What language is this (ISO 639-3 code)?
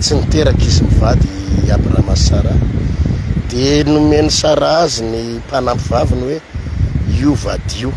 mlg